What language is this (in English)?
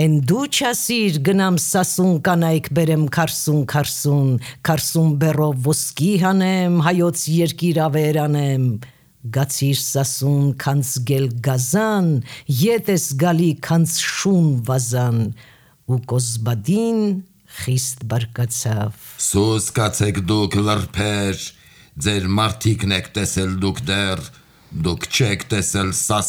Armenian